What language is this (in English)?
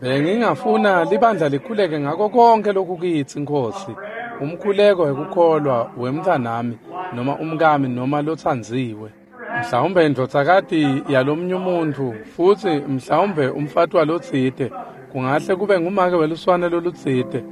Swati